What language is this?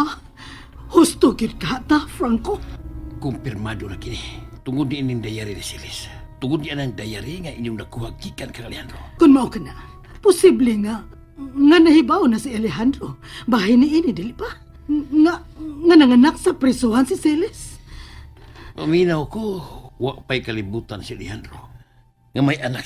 Cebuano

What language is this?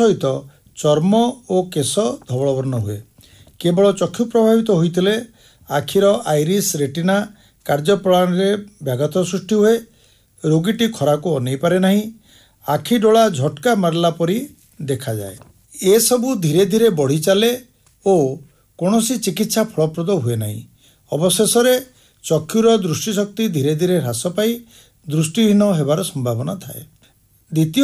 Odia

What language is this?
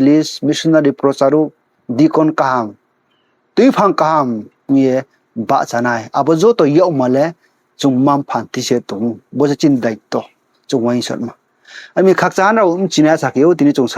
Riang (India)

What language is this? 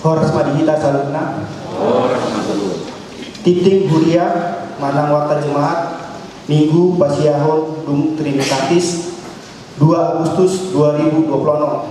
Batak Toba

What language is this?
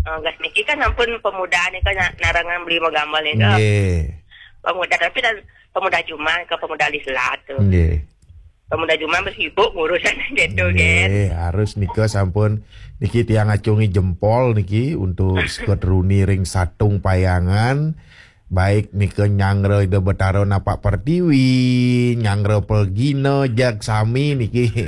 Balinese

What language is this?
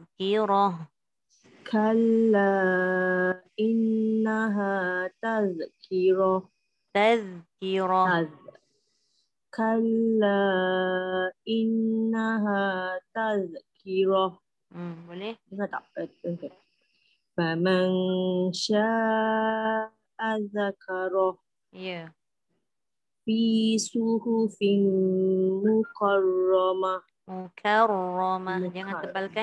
Malay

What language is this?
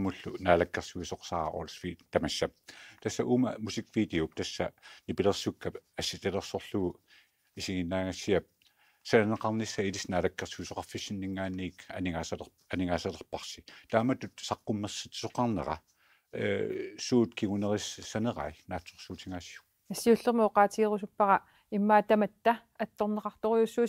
Kalaallisut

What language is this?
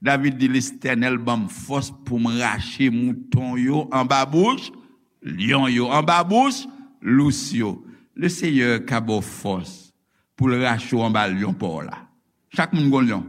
Haitian Creole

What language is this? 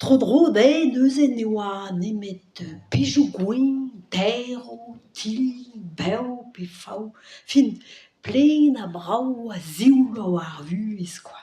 Breton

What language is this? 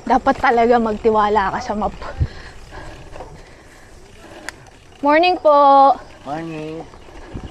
Filipino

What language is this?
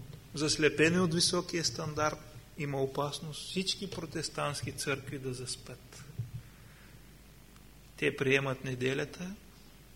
Bulgarian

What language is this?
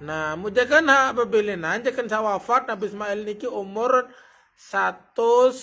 Sasak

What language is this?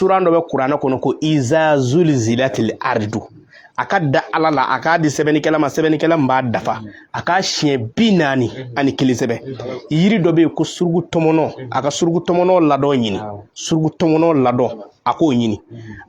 Bambara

